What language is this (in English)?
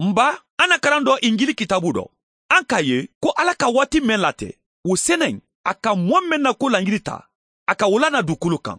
Mandingo